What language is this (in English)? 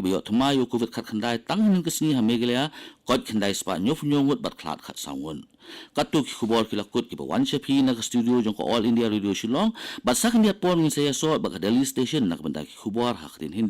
Khasi